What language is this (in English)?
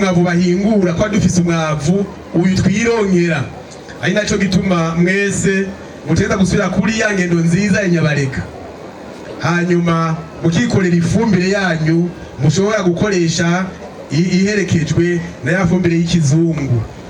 Rundi